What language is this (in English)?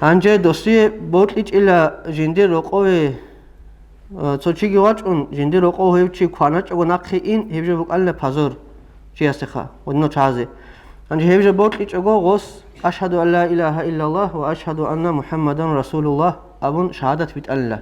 Avaric